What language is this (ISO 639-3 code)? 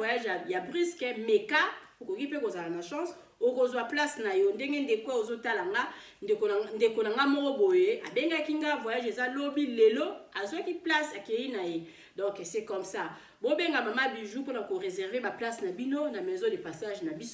lin